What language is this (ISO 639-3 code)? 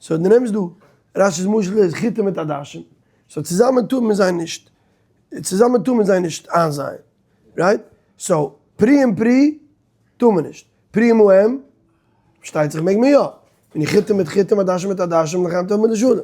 yid